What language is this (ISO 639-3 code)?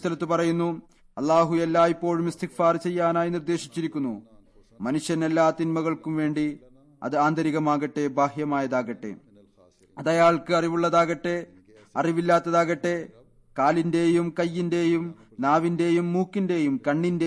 mal